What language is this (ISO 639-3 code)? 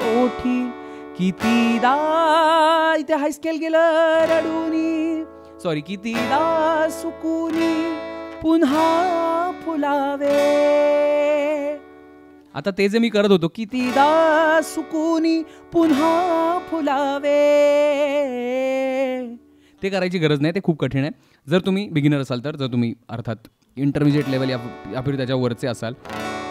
mar